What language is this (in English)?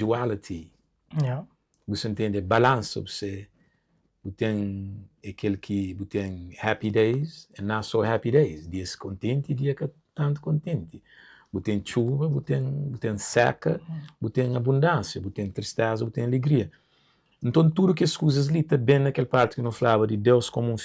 Kabuverdianu